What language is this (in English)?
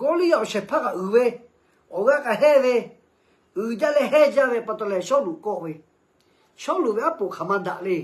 Lahu